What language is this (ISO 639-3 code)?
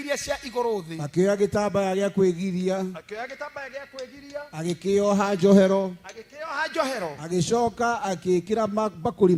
kik